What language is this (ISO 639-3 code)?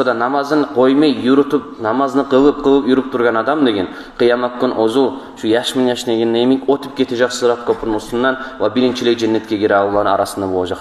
kum